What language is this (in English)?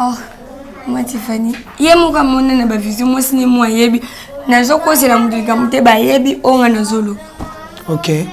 Lingala